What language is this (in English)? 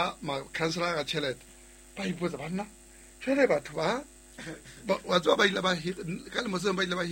Southern Sotho